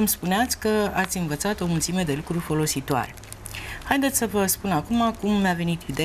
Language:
Romanian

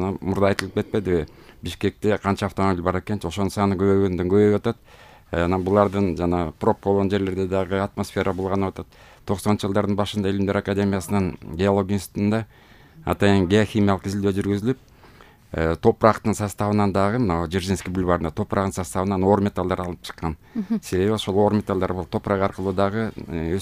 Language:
Kyrgyz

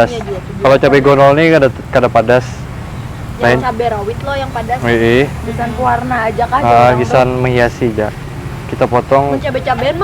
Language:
Banjar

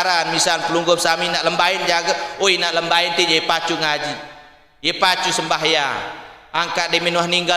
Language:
Sasak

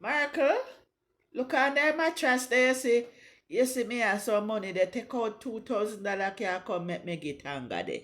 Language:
Jamaican Creole English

